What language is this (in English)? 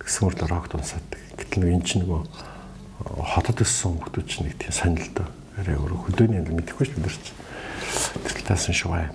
Mongolian